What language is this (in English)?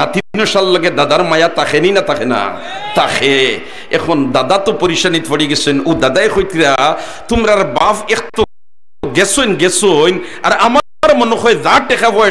Sylheti